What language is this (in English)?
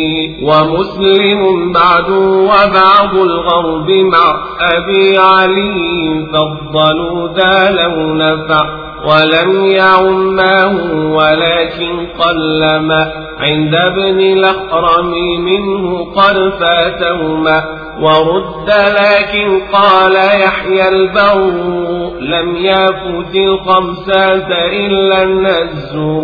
Arabic